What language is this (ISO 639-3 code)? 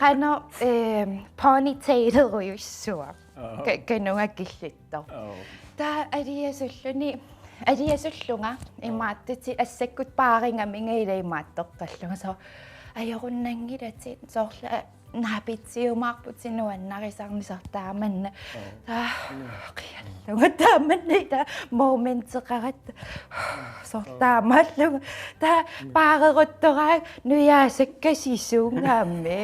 kal